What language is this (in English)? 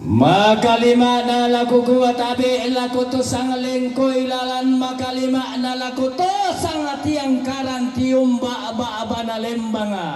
Toraja-Sa'dan